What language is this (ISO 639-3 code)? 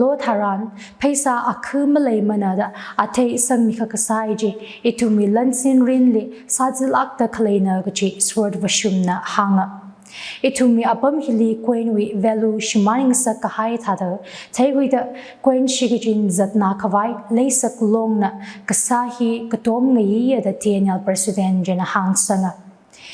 nmf